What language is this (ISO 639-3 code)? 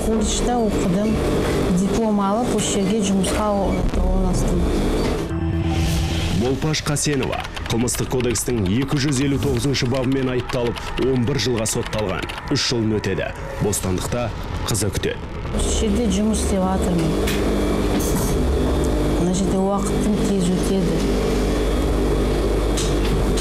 kaz